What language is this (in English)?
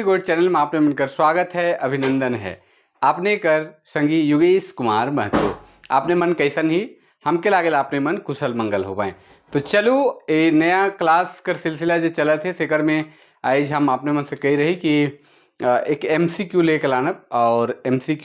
Sadri